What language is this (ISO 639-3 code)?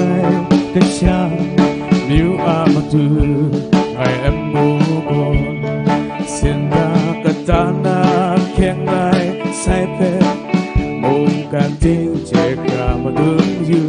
kac